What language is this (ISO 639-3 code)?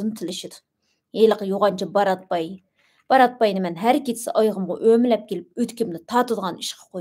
uig